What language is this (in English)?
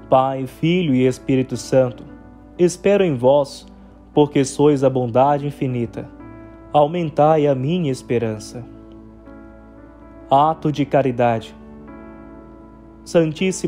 Portuguese